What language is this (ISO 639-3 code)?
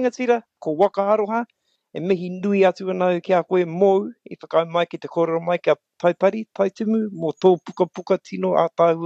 mri